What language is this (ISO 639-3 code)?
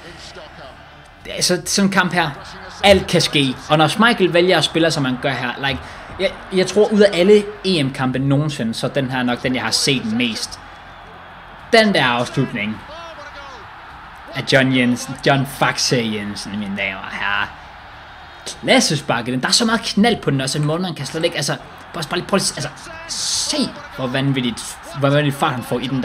dan